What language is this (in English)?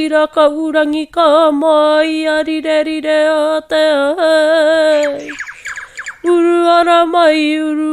Māori